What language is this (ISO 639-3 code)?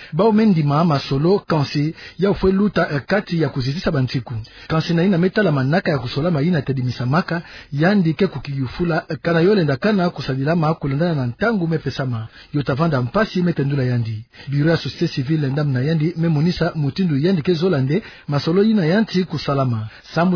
ktu